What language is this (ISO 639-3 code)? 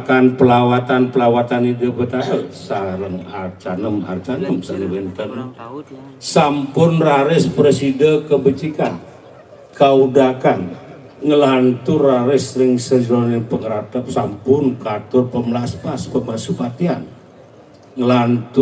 ban